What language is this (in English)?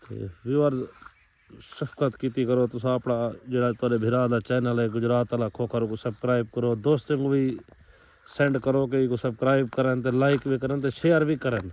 Saraiki